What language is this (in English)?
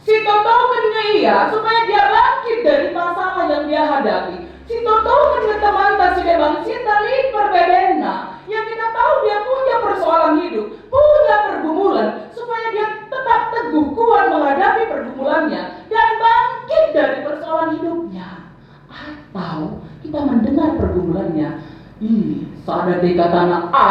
Batak Karo